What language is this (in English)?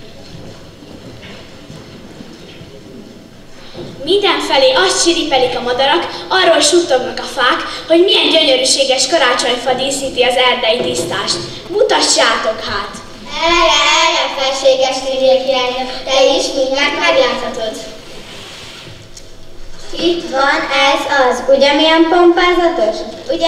Hungarian